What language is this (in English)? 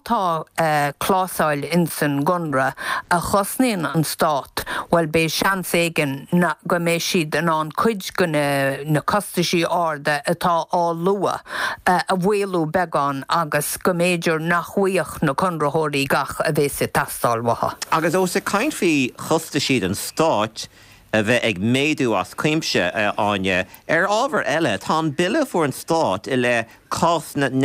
Irish